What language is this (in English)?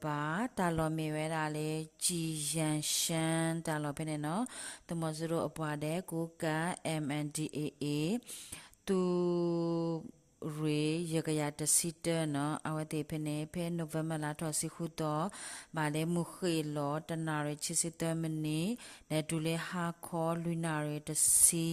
S'gaw Karen